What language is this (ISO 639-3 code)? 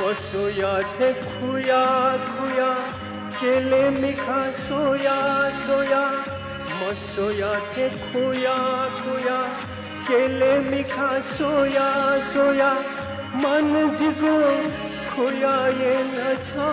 new